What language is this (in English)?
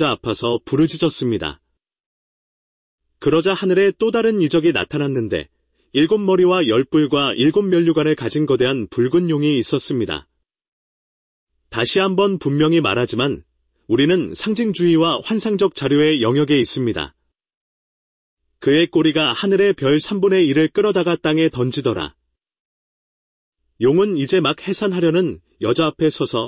Korean